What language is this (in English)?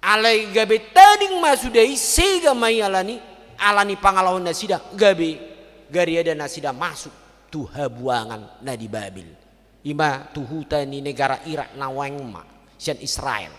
Batak Toba